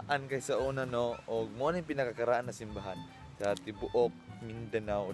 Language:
Cebuano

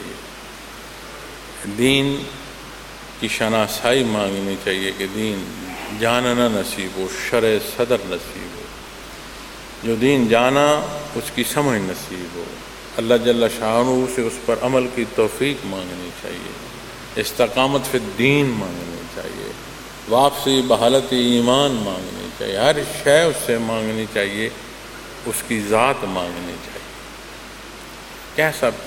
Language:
Urdu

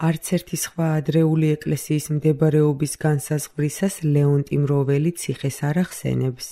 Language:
Georgian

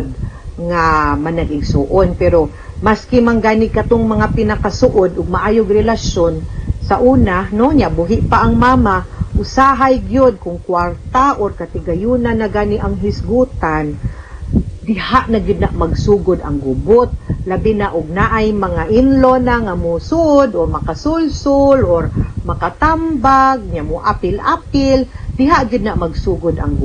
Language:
Cebuano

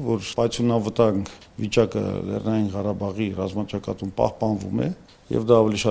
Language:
Armenian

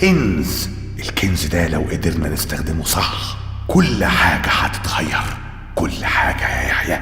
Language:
Egyptian Arabic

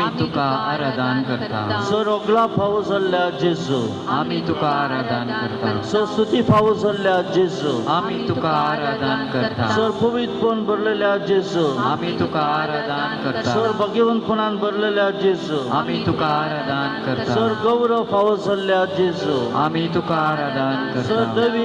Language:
Konkani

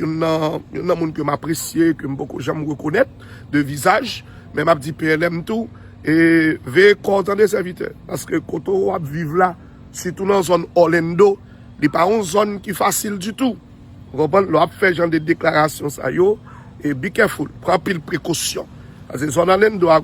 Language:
Haitian Creole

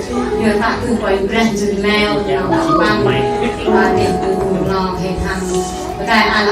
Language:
Central Mnong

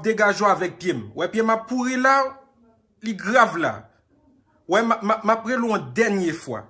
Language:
Haitian Creole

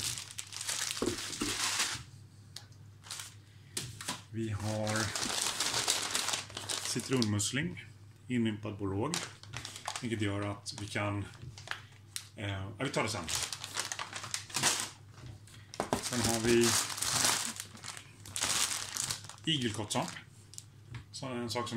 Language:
Swedish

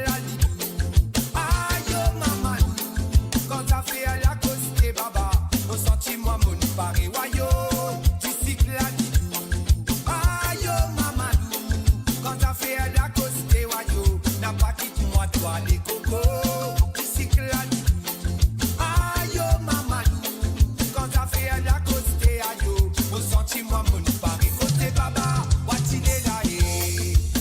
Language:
Morisyen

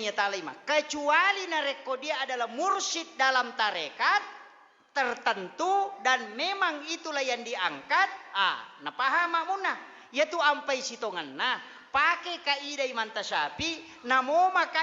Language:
Buginese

